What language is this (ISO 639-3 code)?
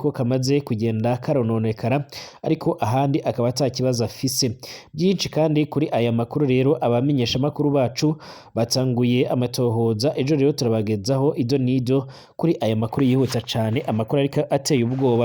run